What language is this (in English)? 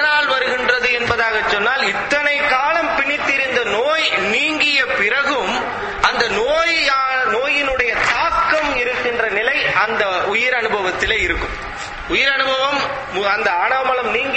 Tamil